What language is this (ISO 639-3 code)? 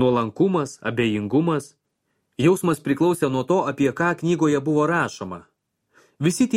lit